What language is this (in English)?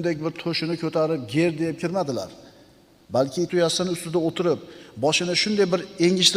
Uzbek